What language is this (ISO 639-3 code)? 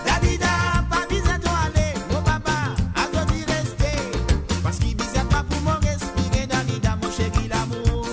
mfe